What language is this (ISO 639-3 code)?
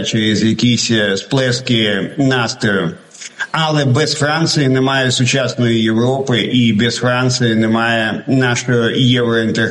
ukr